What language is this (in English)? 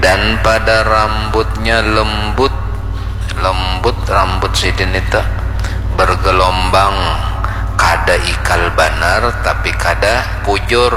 Banjar